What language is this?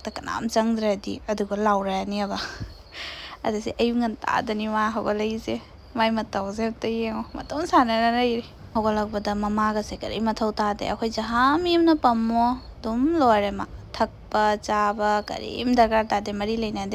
Manipuri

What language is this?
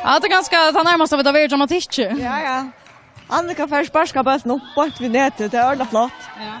Faroese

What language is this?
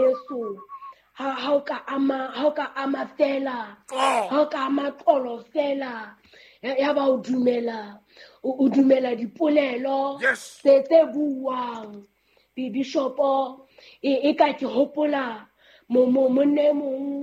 Southern Sotho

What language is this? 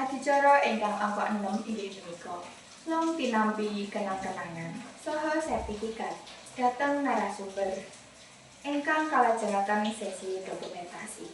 Javanese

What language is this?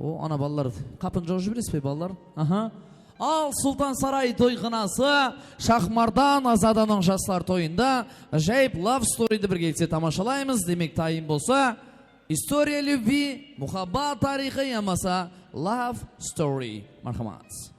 Kara-Kalpak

